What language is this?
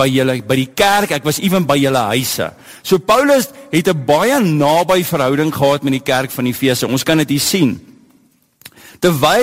Afrikaans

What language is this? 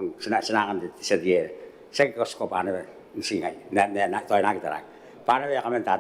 Gilbertese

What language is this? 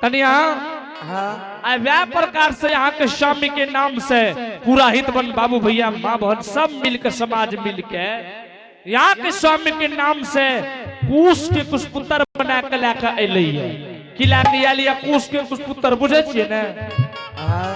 Angika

